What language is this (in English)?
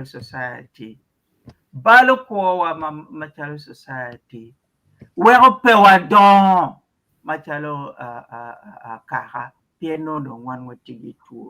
Acoli